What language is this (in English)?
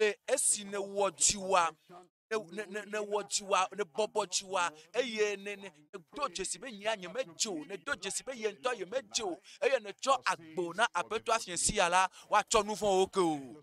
Ewe